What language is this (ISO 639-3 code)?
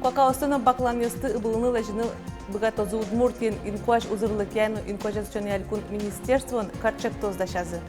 udm